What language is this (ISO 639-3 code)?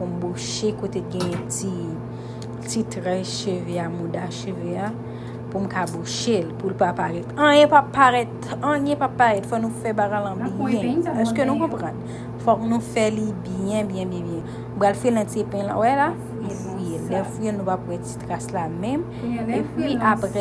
hat